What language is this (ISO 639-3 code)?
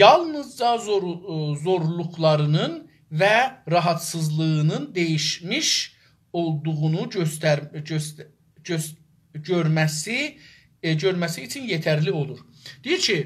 azb